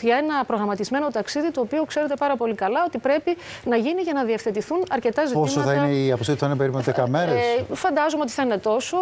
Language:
Greek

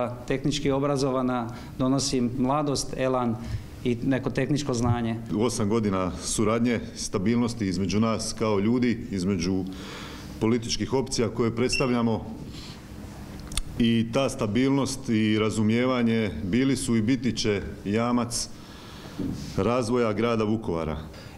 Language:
Croatian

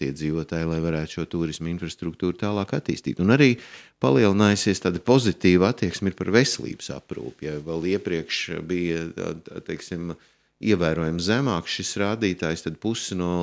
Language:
Latvian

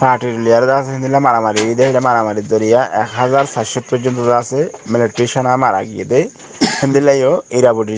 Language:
Rohingya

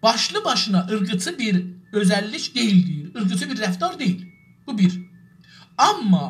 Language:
South Azerbaijani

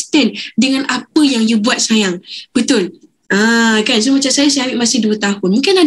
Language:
Malay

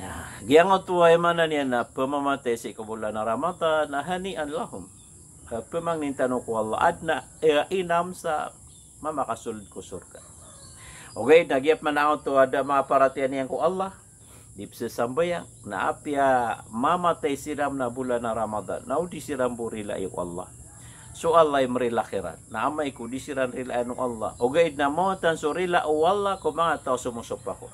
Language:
Maranao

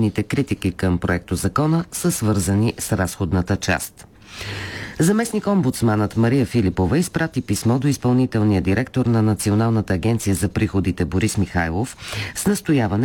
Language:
Bulgarian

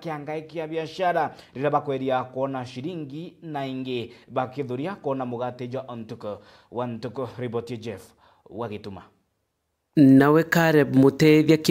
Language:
Meru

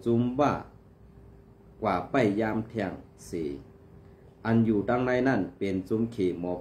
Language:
Shan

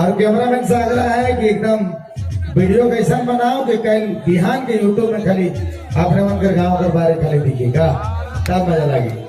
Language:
Sadri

